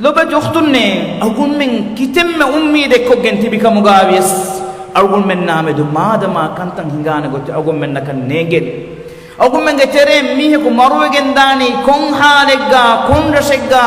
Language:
Divehi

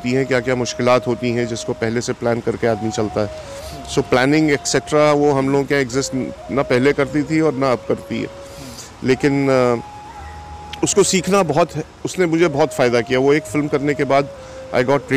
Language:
Hindi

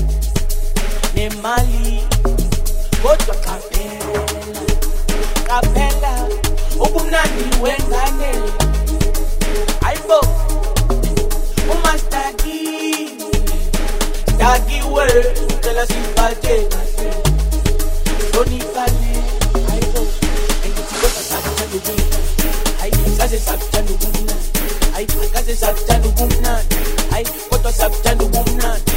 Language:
Zulu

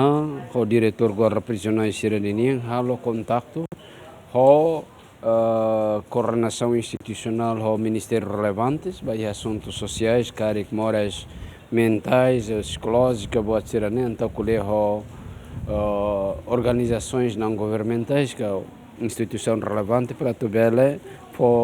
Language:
Tetum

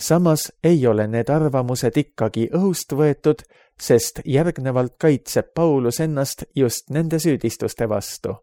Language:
Estonian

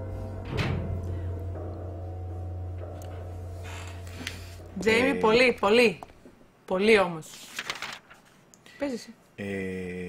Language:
Greek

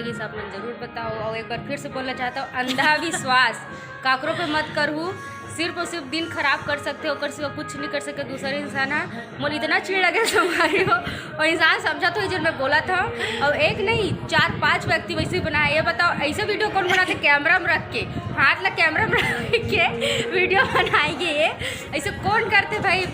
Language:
Chhattisgarhi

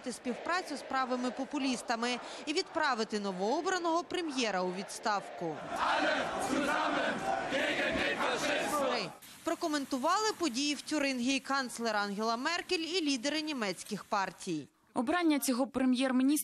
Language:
Ukrainian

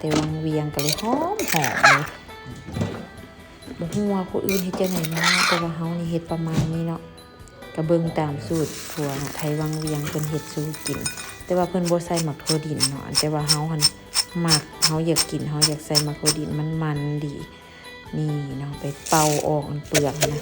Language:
Lao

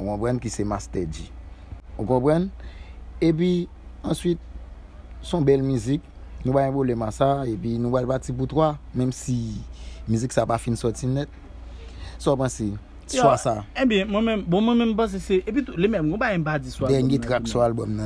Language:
Haitian Creole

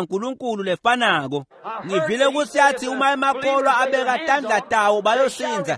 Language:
Swati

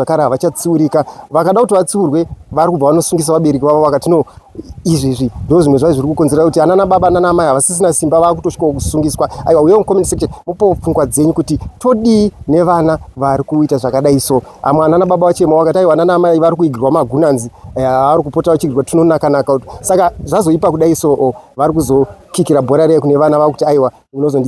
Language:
Shona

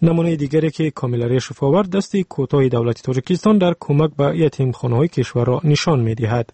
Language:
Tajik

